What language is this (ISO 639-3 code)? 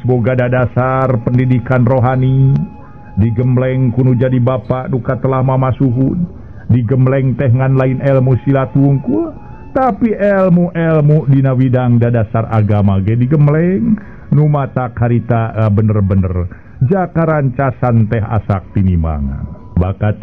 sun